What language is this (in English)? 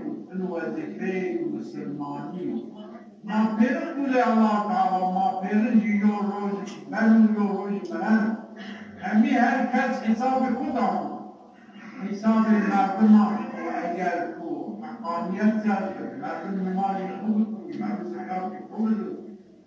Zaza